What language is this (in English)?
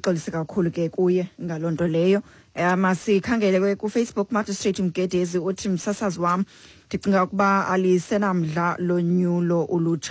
Xhosa